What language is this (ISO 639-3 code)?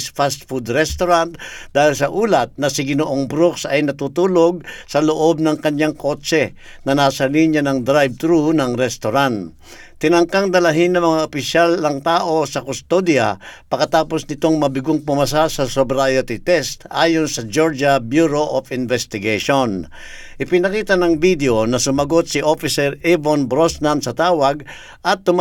fil